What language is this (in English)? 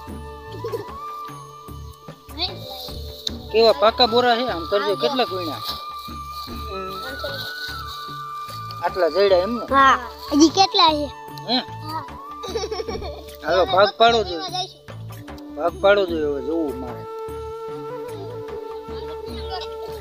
Gujarati